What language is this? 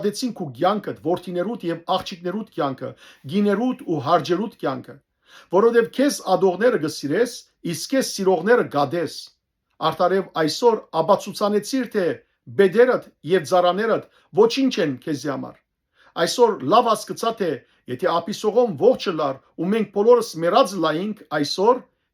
Western Armenian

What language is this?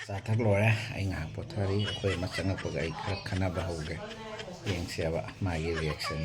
Manipuri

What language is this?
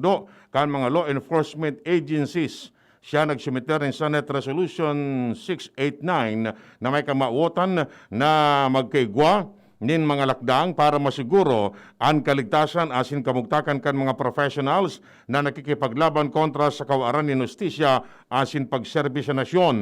Bikol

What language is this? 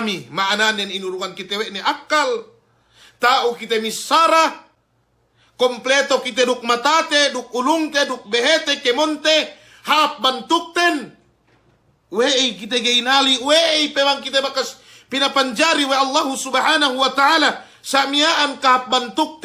Yakan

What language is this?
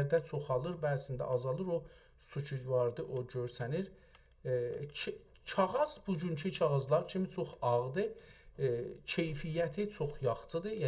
South Azerbaijani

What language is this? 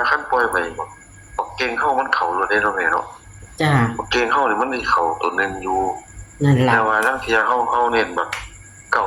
Northeastern Thai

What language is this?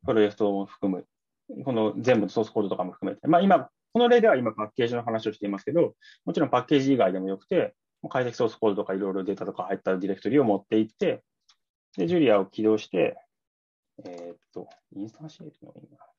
Japanese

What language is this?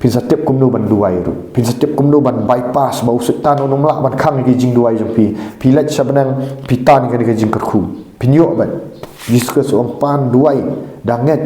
Khasi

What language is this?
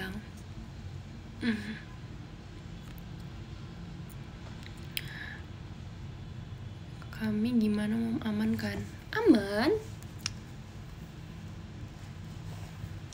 Indonesian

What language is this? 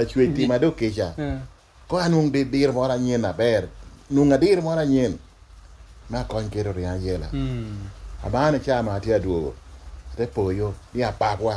Lango (Uganda)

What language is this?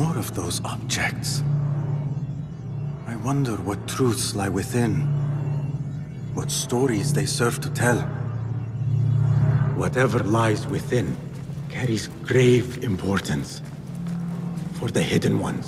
English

